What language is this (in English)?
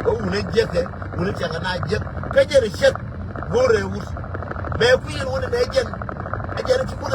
Nuer